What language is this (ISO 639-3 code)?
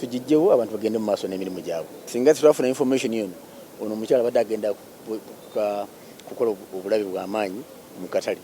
lug